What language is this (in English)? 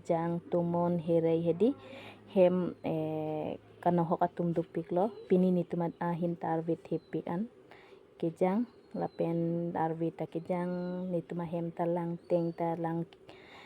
Karbi